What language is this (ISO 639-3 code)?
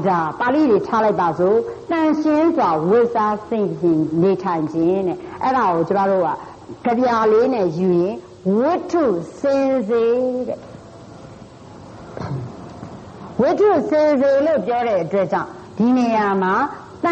mya